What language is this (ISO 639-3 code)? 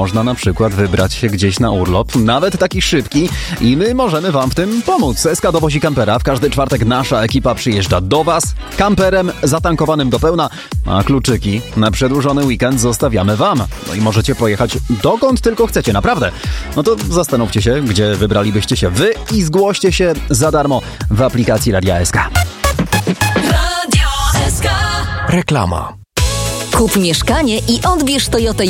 pol